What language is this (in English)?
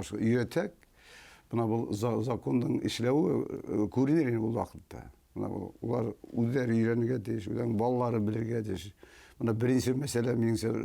Bashkir